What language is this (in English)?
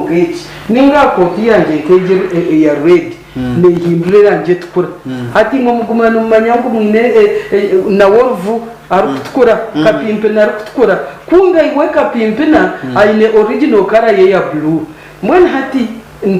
Nyankole